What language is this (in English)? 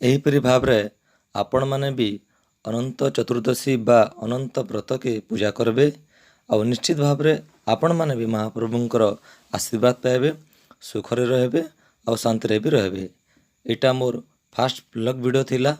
Odia